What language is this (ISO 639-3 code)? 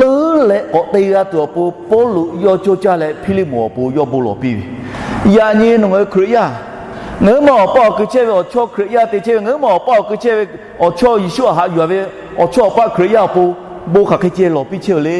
lhu